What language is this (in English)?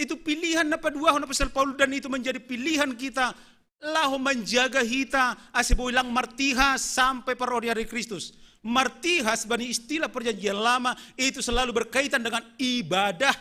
Batak Simalungun